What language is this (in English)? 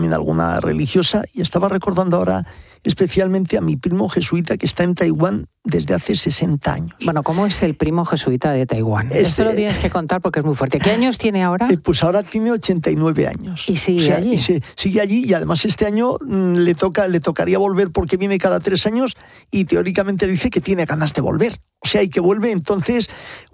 Spanish